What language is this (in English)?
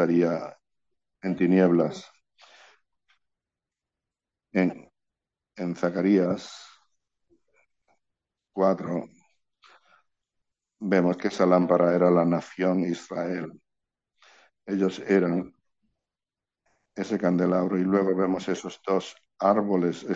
Spanish